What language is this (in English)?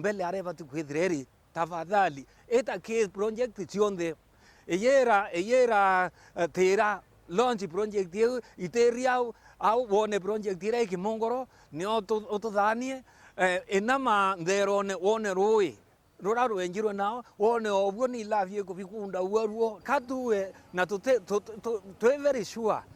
Meru